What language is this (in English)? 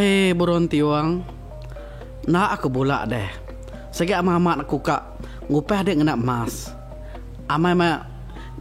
Iban